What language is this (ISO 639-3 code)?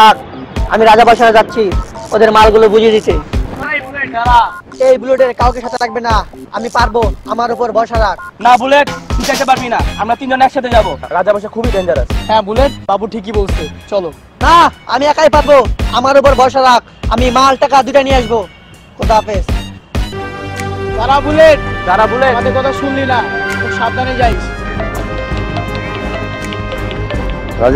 ben